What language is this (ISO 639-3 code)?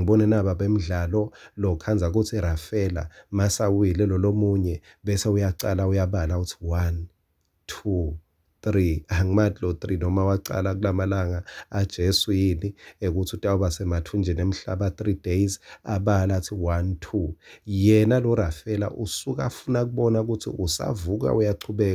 ssw